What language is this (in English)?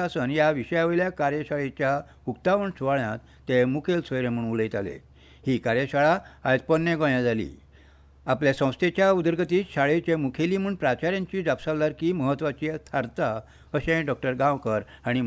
Konkani